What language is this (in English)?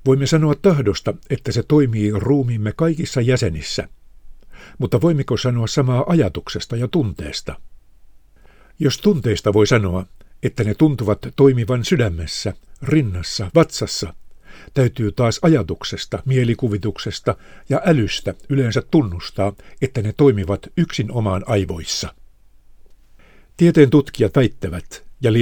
Finnish